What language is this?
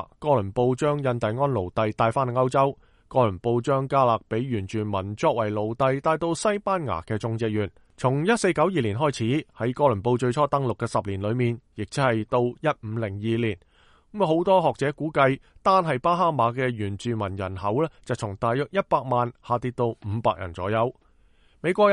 Cantonese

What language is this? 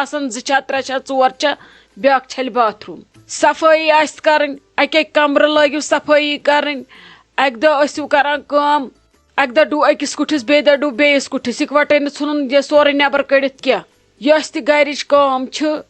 Kashmiri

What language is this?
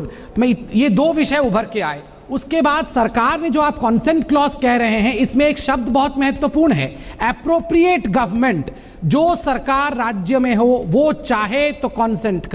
Hindi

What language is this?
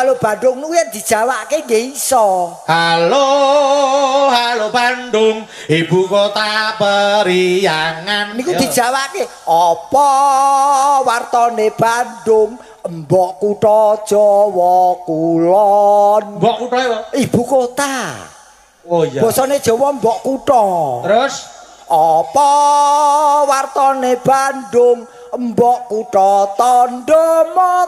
Javanese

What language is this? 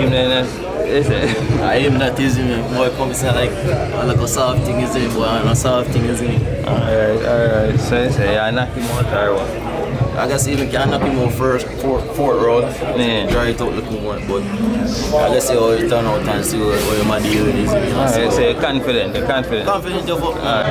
Jamaican Creole English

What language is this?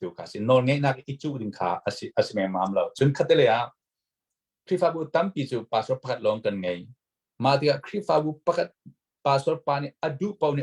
Hakha Chin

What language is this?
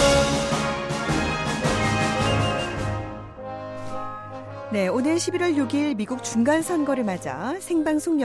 Korean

